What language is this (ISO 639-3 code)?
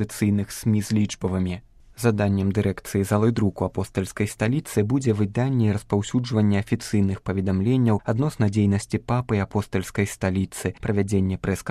bel